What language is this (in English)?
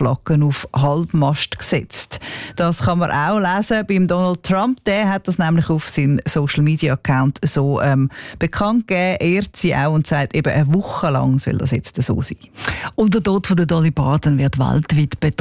German